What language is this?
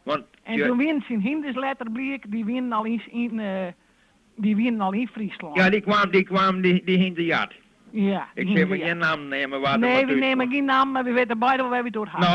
Western Frisian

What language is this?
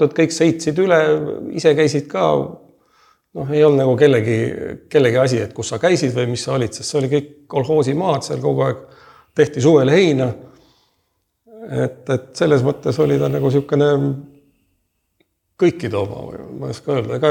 Estonian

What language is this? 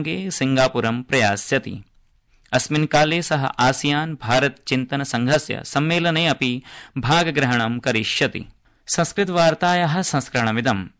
Sanskrit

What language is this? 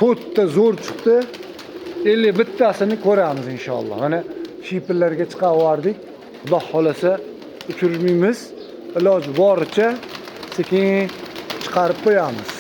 Uzbek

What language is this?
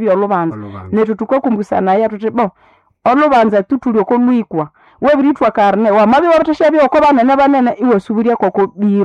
Nande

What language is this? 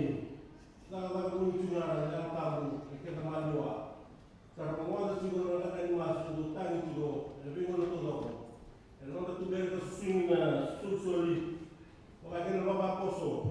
Fijian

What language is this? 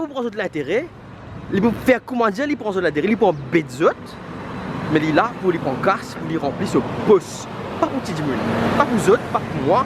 Morisyen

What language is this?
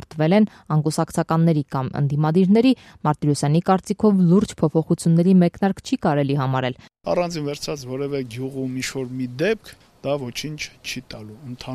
Armenian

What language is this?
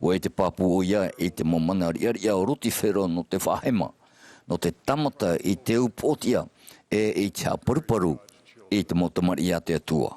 Tahitian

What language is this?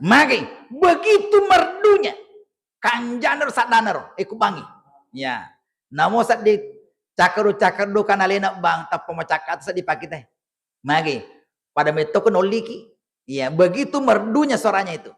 Buginese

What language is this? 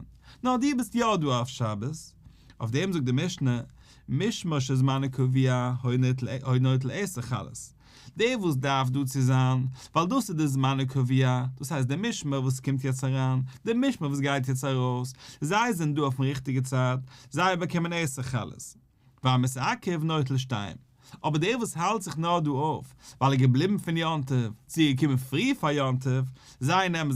Yiddish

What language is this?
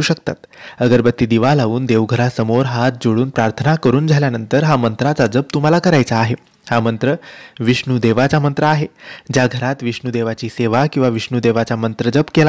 Marathi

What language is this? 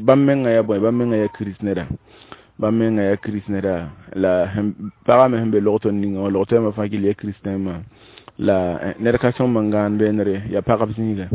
Mossi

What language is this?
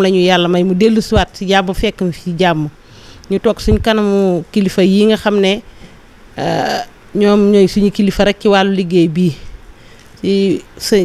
Wolof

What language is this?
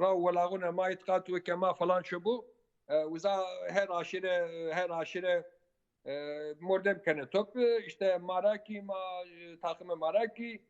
Zaza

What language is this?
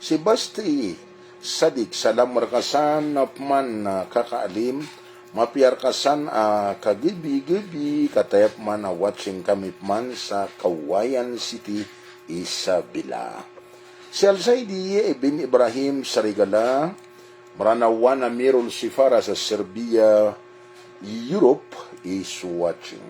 Maranao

